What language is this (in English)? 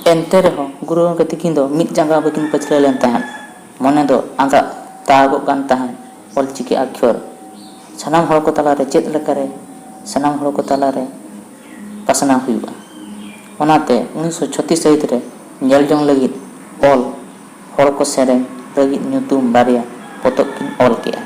Santali